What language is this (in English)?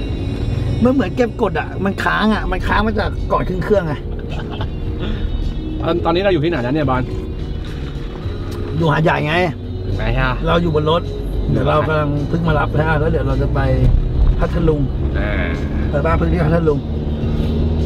Thai